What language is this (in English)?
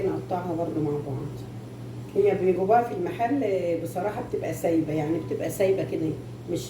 Egyptian Arabic